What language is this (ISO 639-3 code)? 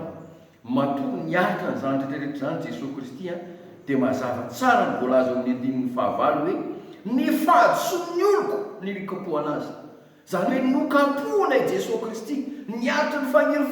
mlg